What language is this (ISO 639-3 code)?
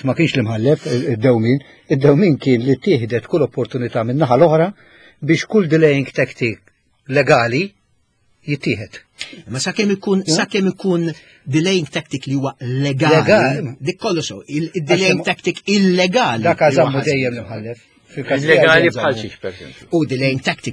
mlt